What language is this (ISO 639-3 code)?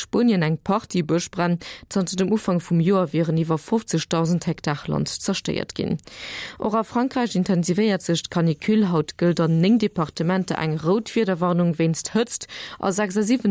ltz